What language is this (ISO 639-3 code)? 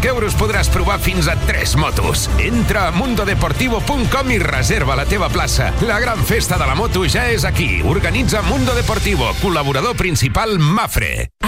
cat